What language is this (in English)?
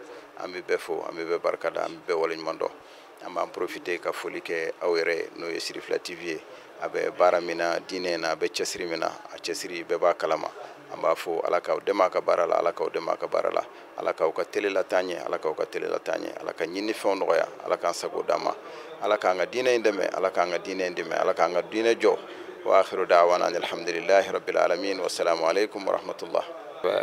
Bambara